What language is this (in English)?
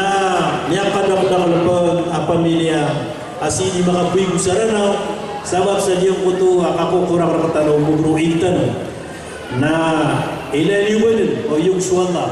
Maranao